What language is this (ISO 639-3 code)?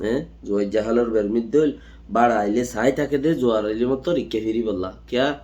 rhg